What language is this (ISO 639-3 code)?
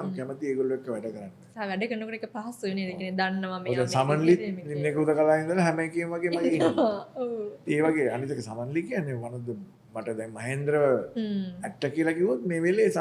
sin